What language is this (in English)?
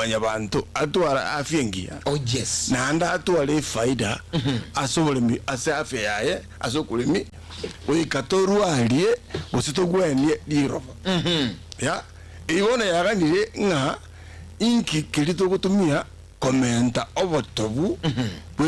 Gusii